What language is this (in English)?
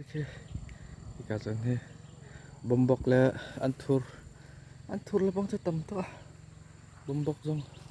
Hakha Chin